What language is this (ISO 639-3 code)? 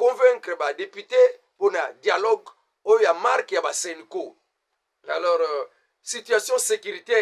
lin